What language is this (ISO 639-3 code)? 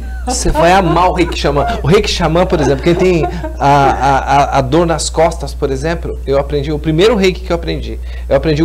por